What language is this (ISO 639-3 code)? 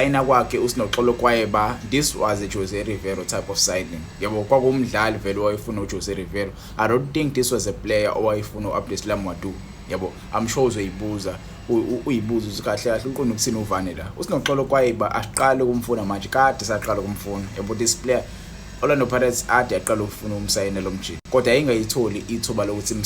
zul